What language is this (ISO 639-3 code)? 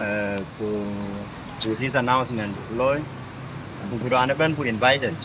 din